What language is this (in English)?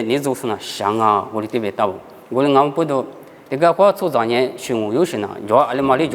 Lisu